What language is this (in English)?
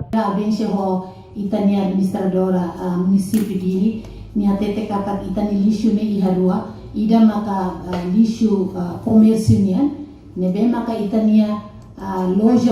Tetum